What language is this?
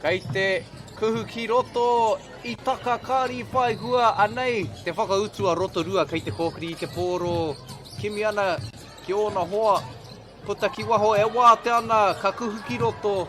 Māori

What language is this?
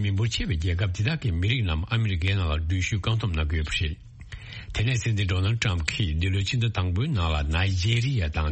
Tibetan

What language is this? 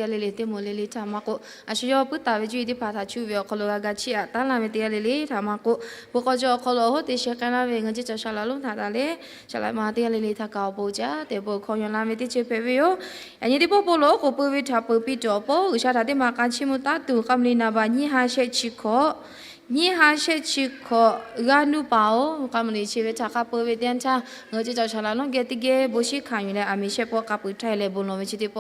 Lahu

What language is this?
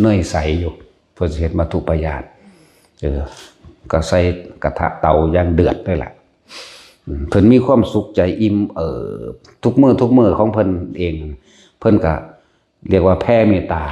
Northeastern Thai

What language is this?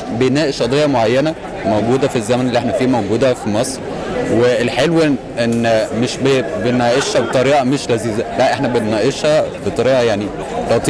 Egyptian Arabic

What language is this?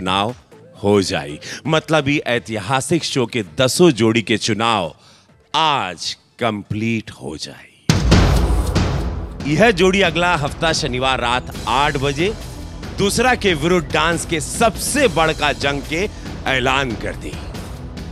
Bhojpuri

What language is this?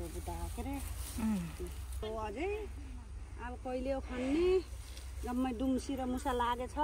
Nepali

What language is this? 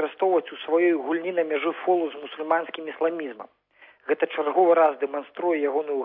Belarusian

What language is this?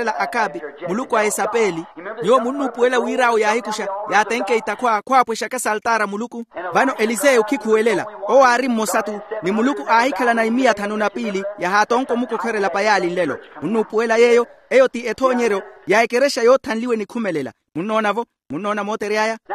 Makhuwa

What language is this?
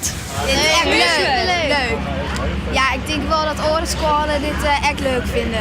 Western Frisian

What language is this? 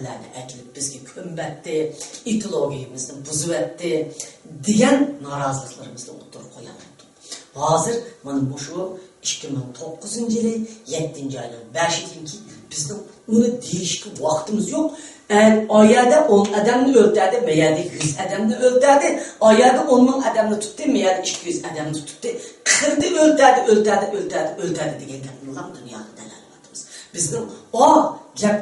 Uyghur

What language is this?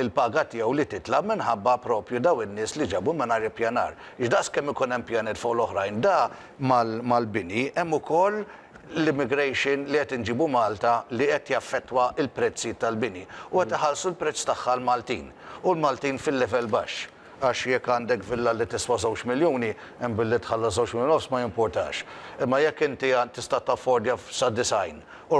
Maltese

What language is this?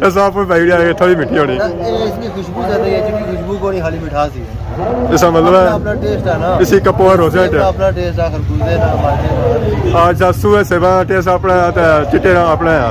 Pahari-Potwari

